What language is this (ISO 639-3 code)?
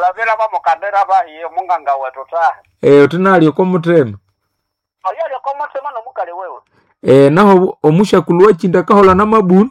nnb